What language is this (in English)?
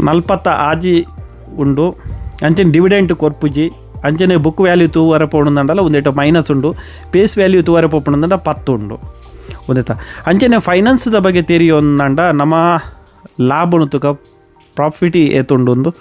Tulu